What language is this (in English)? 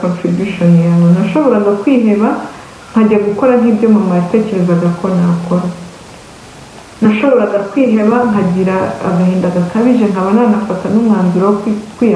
Kinyarwanda